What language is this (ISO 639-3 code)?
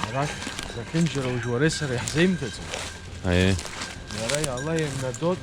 abk